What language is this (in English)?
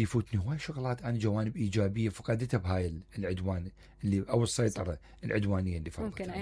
Mesopotamian Arabic